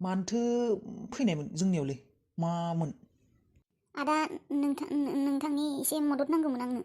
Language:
Bodo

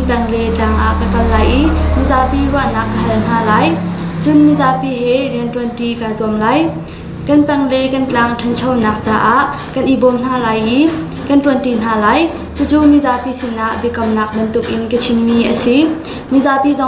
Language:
Hakha Chin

